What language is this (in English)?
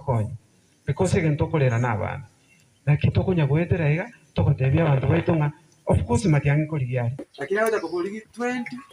Gusii